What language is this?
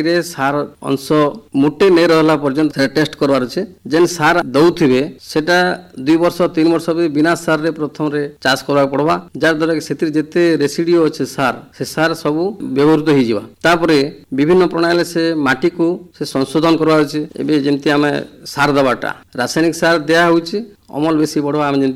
Odia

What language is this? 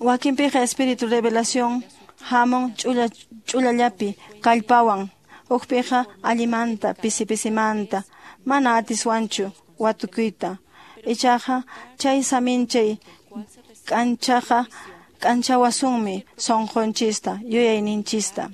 Quechua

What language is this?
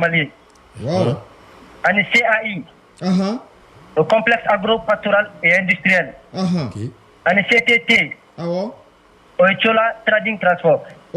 Bambara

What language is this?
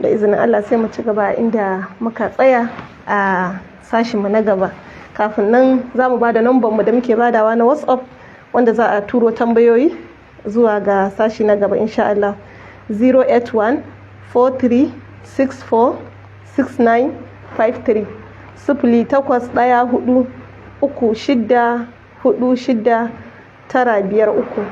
Hausa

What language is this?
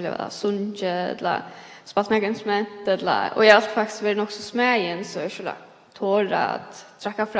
Faroese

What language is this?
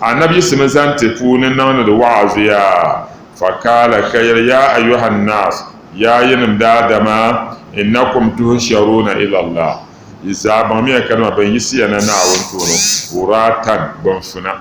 Dagbani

